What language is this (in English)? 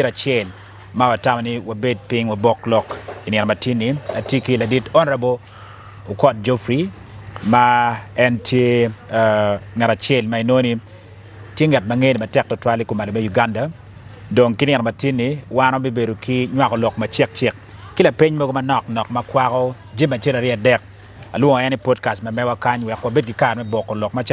Acoli